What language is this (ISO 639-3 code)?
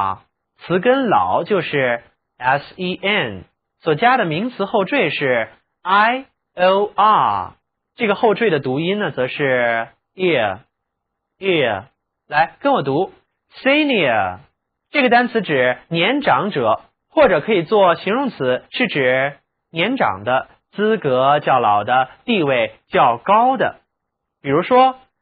zho